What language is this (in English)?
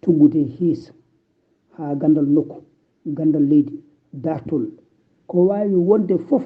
Fula